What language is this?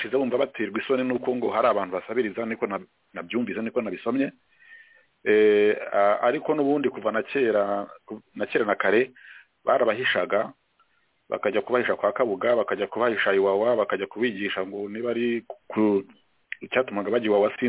Kinyarwanda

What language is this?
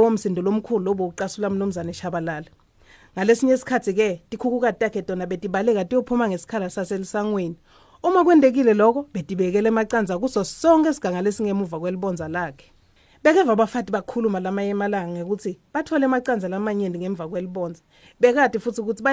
Swati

